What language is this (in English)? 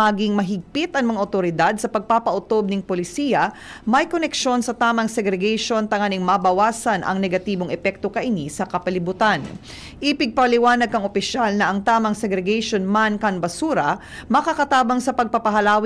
Bikol